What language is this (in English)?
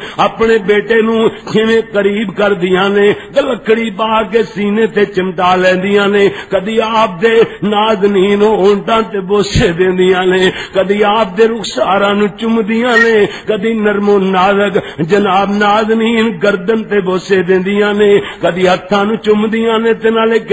Western Panjabi